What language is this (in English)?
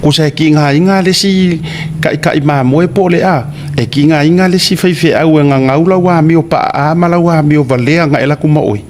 Samoan